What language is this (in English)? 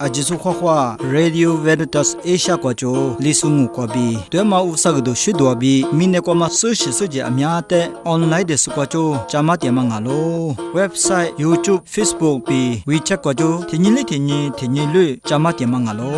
Lisu